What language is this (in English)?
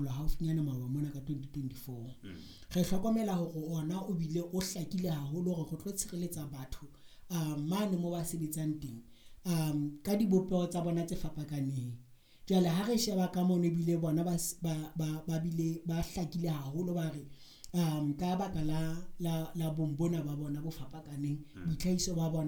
Southern Sotho